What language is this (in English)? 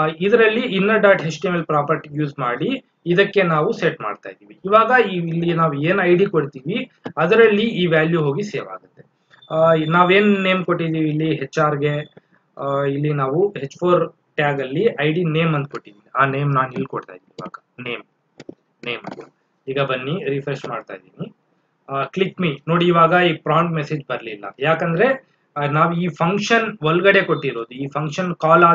Kannada